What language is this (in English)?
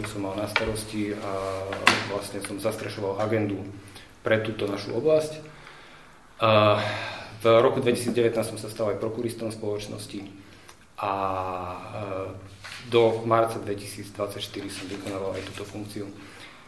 Slovak